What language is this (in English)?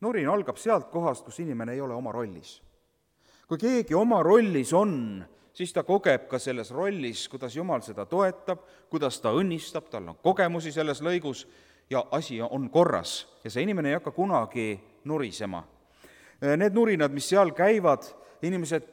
Estonian